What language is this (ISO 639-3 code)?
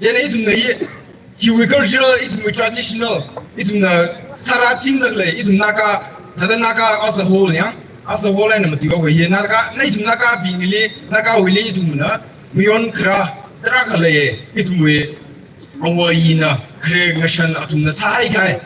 nmf